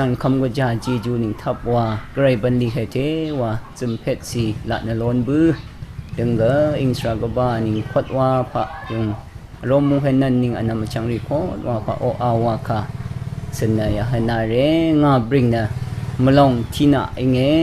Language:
Rawang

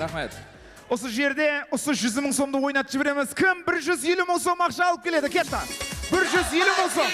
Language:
Kara-Kalpak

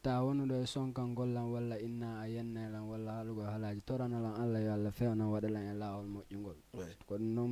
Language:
Fula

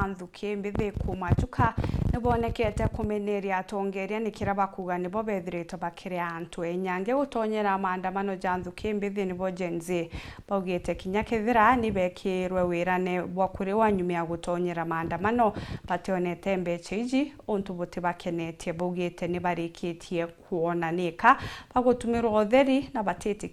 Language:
Meru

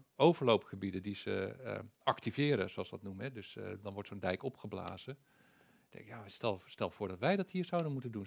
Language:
Dutch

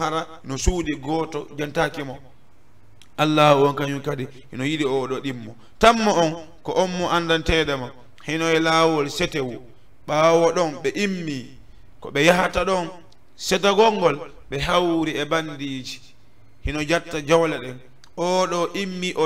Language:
Fula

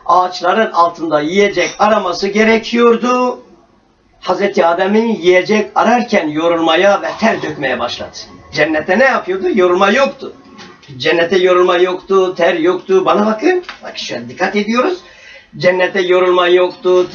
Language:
Turkish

